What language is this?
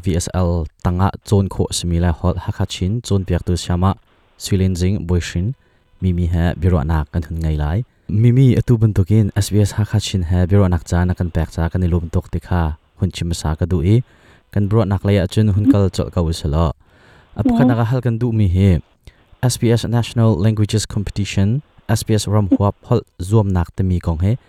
Hakha Chin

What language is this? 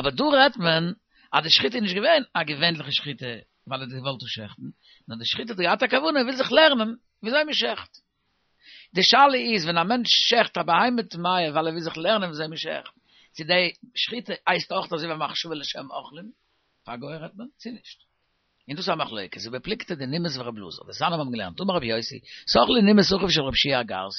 Yiddish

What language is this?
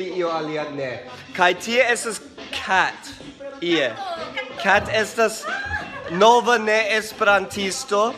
Esperanto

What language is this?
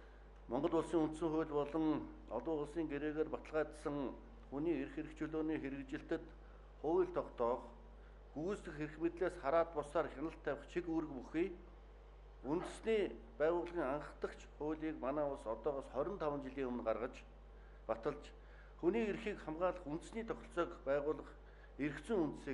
Mongolian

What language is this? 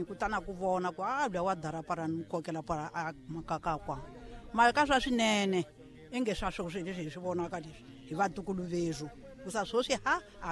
Tsonga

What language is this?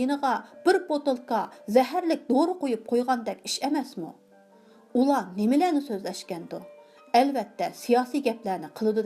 Uyghur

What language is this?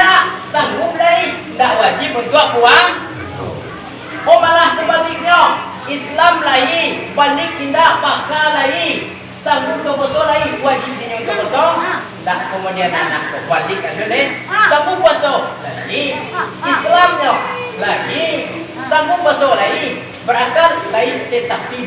Minangkabau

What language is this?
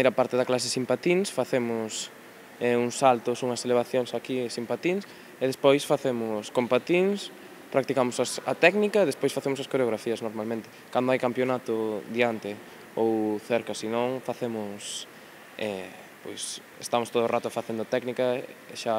Galician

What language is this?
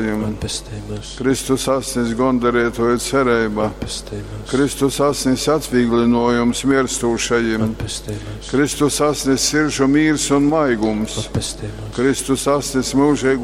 Latgalian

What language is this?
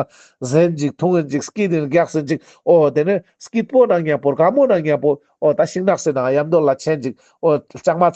Ladakhi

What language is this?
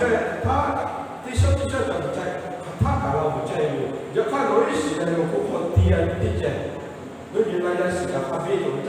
Lahu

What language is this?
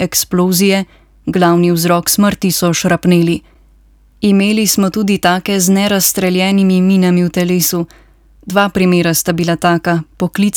Slovenian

